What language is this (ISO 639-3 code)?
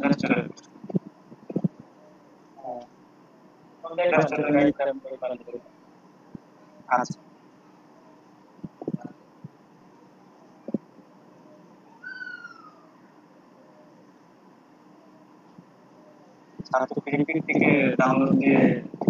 ben